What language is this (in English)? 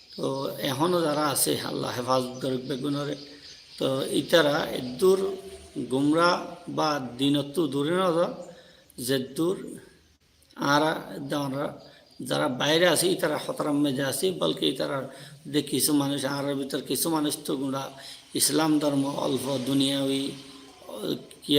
Rohingya